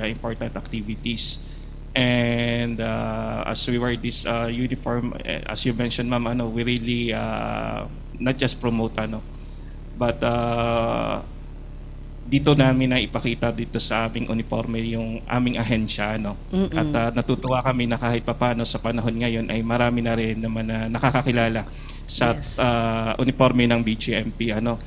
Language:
Filipino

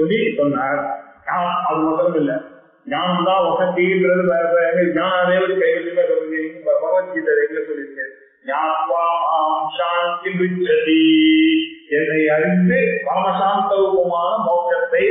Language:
Tamil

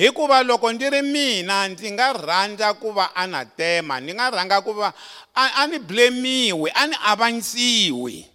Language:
Tsonga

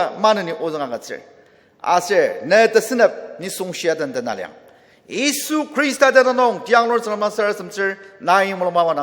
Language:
Ao Naga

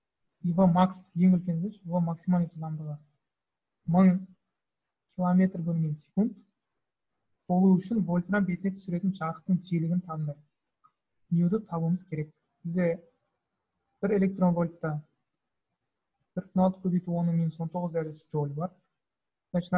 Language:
Kazakh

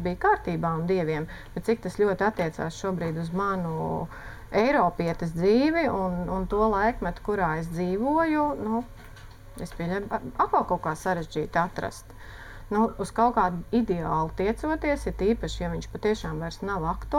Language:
Latvian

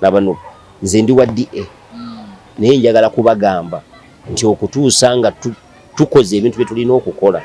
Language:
Ganda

